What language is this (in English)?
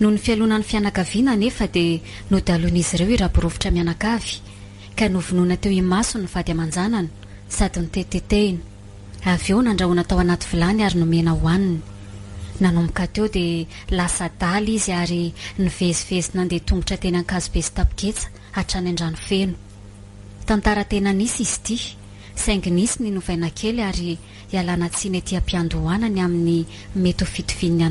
Malagasy